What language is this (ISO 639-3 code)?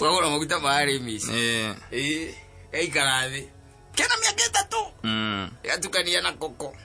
kik